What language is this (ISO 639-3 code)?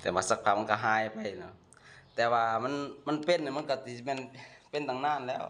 lao